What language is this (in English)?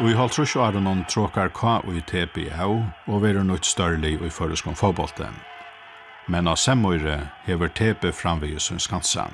Faroese